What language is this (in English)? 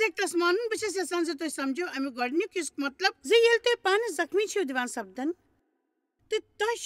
Kashmiri